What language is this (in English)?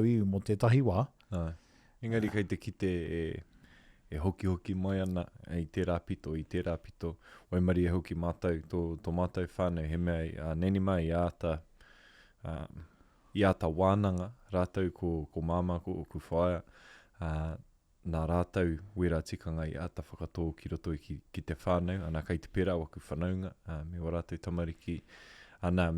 Māori